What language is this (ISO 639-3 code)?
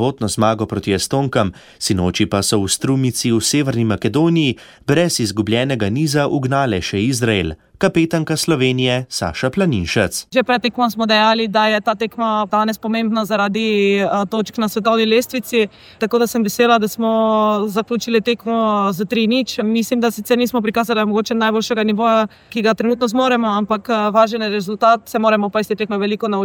slv